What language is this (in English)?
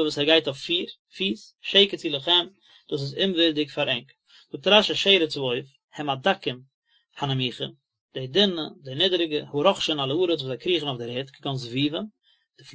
Yiddish